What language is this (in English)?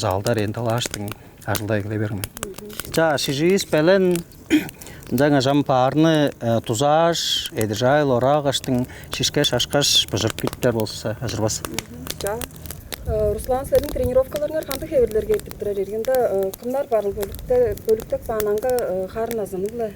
Tuvinian